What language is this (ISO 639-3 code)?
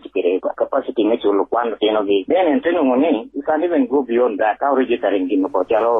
laj